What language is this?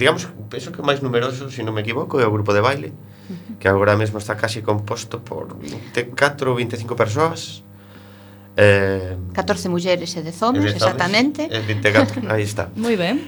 Galician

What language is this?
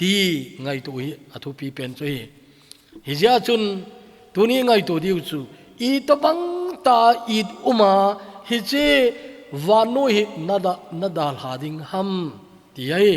Thado Chin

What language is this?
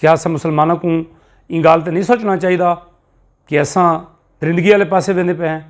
Saraiki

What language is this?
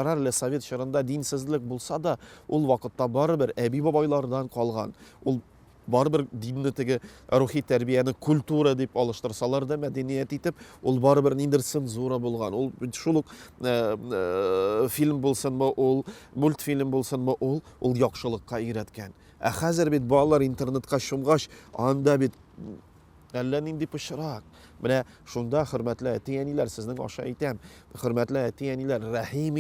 Tatar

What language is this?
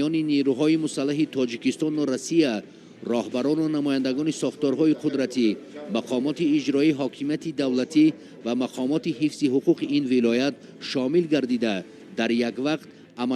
Tajik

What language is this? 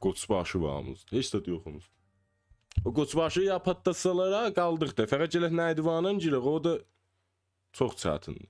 South Azerbaijani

